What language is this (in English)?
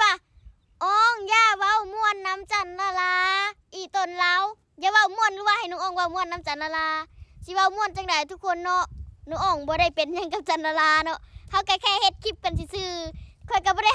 Lao